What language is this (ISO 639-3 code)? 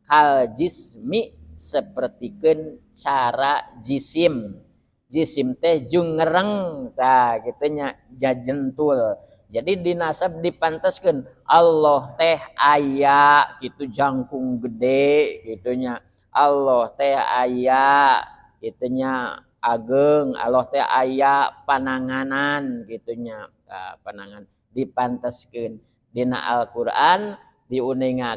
sun